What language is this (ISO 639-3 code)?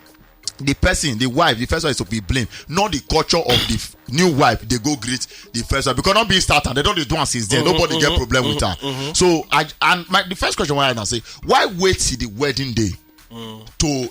pcm